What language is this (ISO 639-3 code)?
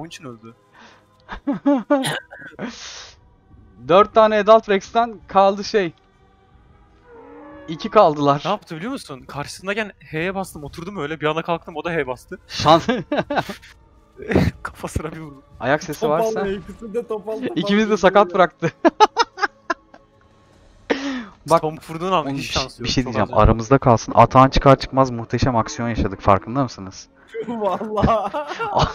tur